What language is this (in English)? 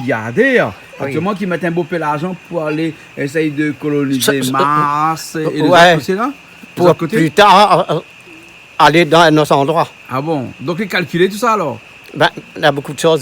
Réunion Creole French